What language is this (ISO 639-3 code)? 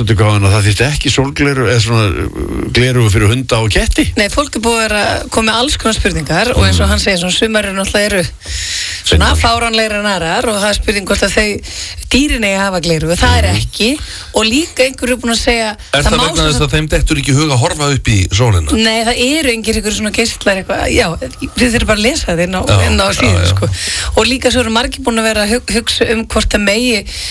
isl